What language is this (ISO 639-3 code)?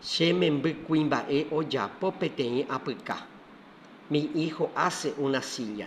grn